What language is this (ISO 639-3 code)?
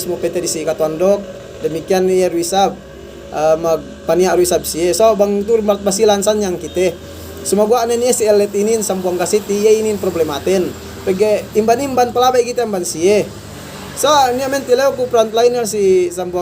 yka